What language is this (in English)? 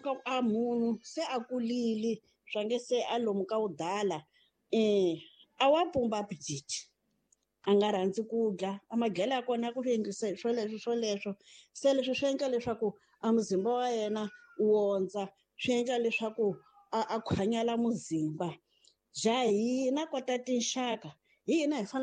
Tsonga